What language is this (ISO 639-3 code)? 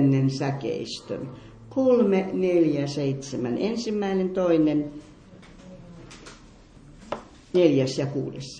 fin